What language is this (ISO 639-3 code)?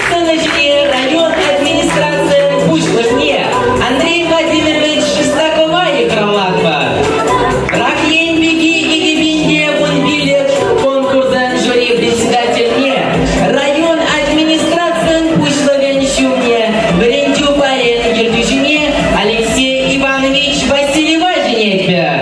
chv